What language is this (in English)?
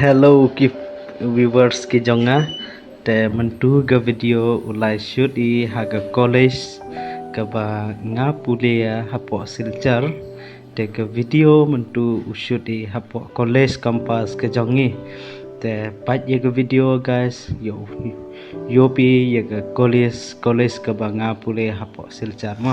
Khasi